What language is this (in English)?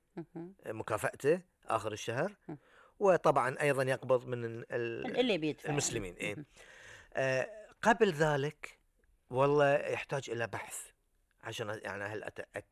Gulf Arabic